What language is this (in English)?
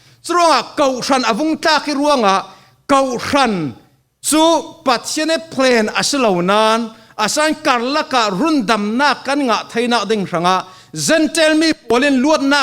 Falam Chin